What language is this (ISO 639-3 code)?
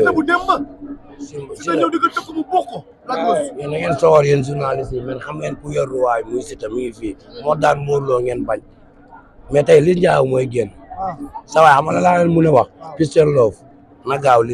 wol